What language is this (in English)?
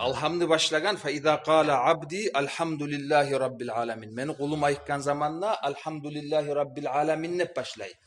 Kumyk